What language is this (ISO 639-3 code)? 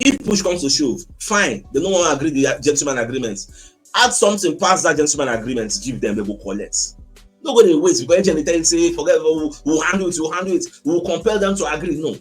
pcm